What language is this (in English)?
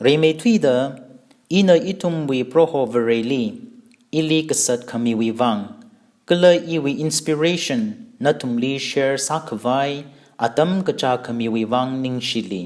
Tangkhul Naga (India)